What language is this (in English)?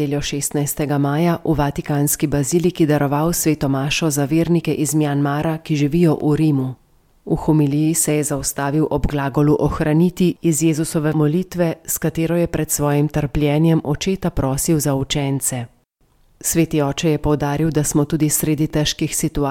Slovenian